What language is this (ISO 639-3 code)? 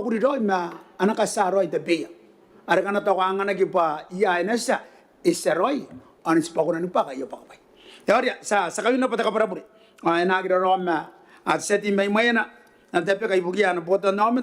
gil